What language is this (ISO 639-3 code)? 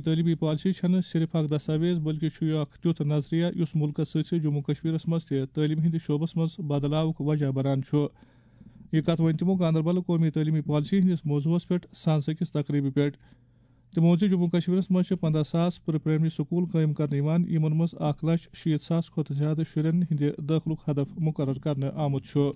kas